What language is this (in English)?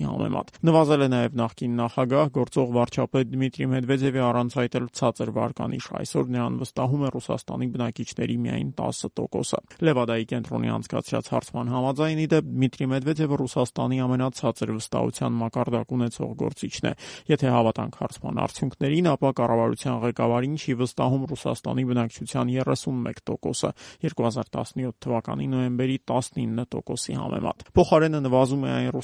Armenian